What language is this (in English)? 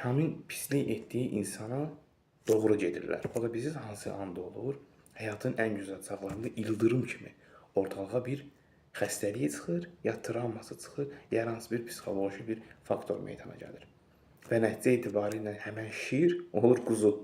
Azerbaijani